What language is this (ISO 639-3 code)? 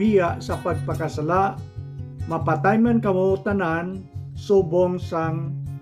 hil